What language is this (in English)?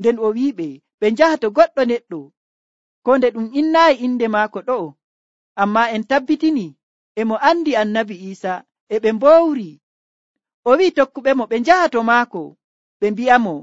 Nigerian Fulfulde